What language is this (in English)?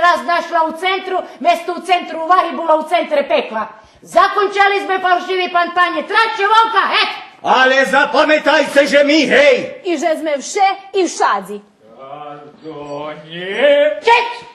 Rusyn